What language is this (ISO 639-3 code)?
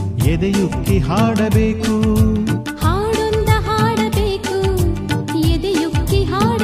kan